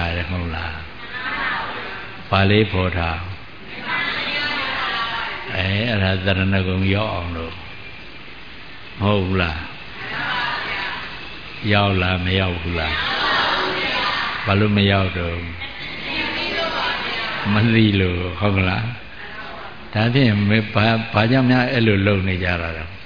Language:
Burmese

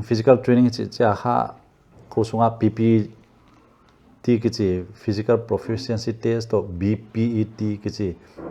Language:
Paite Chin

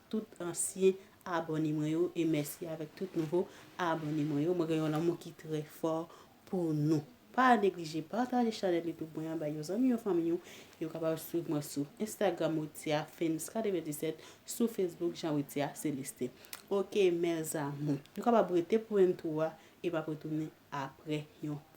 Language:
Haitian Creole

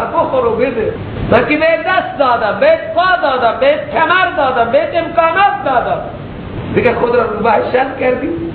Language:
Persian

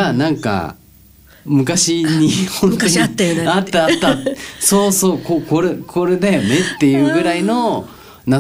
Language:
Japanese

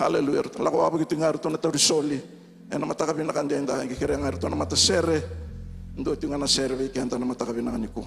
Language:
Fijian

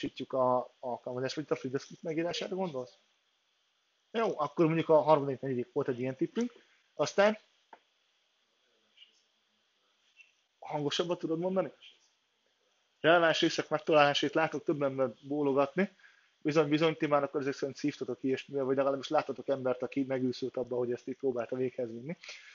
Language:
Hungarian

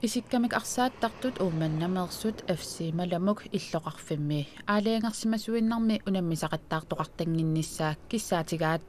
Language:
Kalaallisut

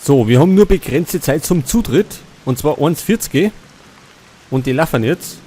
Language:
Bavarian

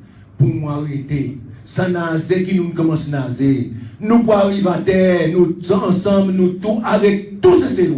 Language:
Seselwa Creole French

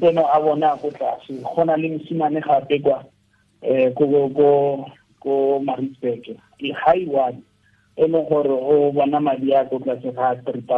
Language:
Tswana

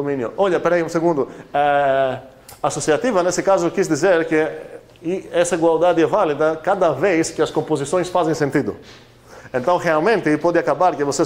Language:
Portuguese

